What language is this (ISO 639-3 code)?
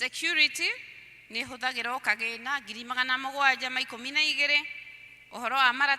kik